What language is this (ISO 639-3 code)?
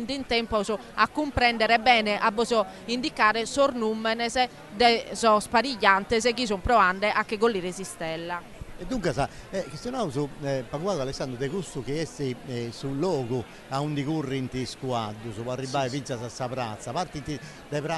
srd